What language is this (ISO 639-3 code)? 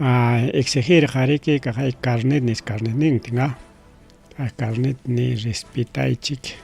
quy